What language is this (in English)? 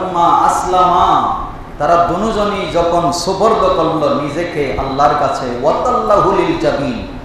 Bangla